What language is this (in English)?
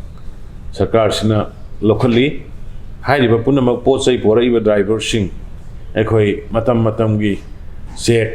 Manipuri